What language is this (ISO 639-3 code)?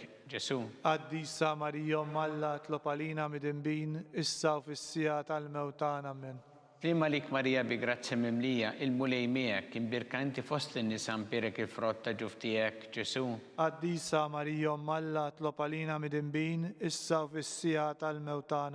mlt